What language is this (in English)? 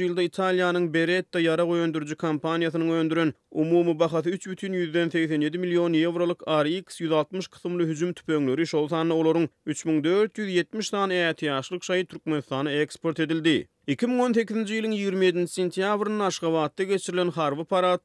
Turkmen